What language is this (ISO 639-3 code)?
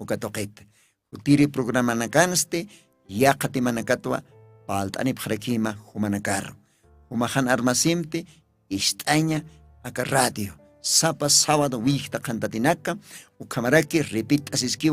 aym